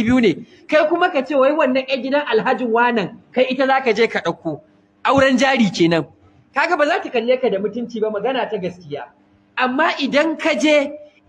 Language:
Hausa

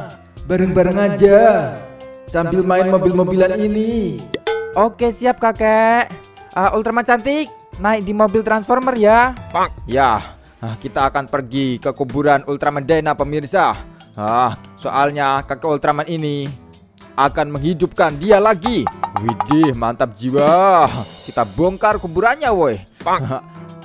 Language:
Indonesian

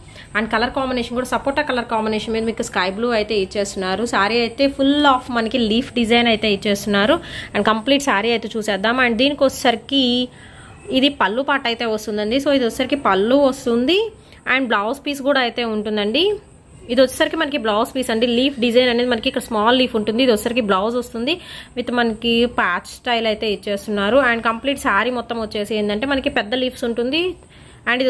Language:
Telugu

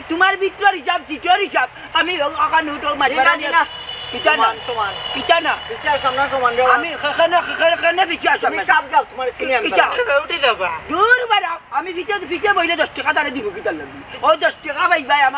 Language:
Sylheti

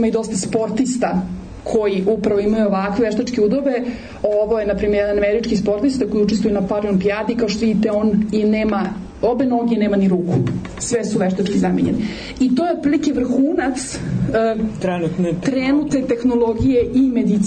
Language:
Serbian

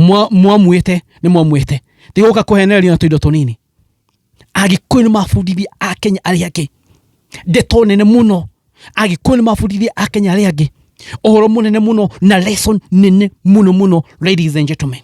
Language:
Kikuyu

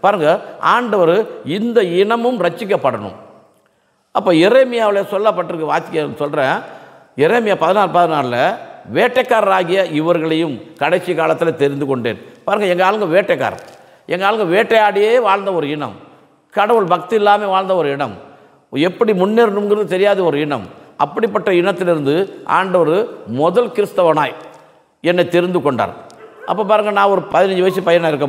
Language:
Tamil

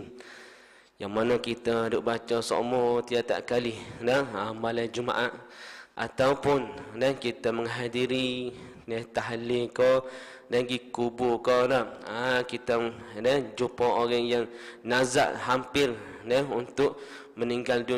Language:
Malay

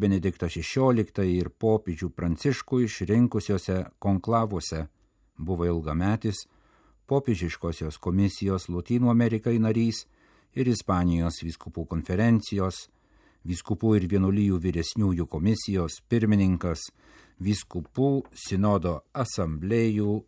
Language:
Lithuanian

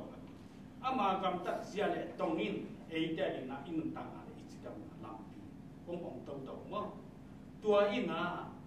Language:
Tedim Chin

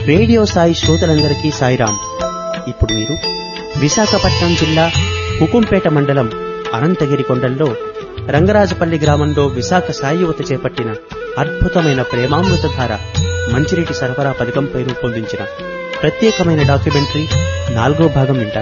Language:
Telugu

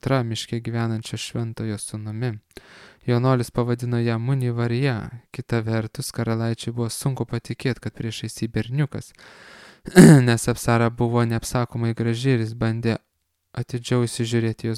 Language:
Lithuanian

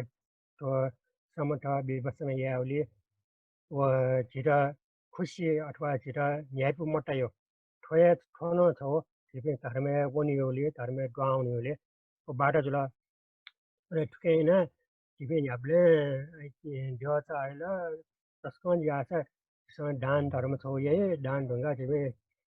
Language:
Newari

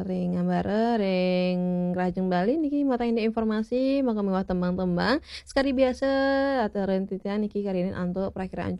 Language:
Balinese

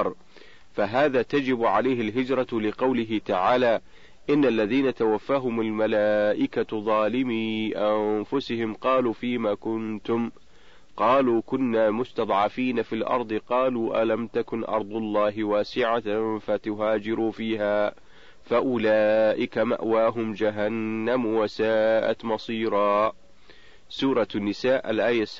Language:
Arabic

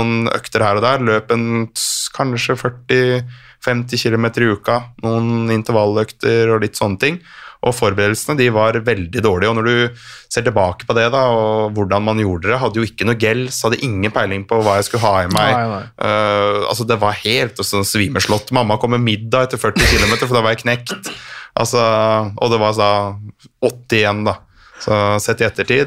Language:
Norwegian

